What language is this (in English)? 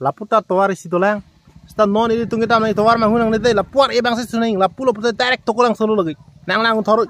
Karbi